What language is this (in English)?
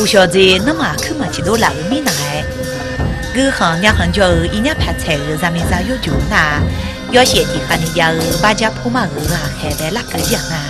Akha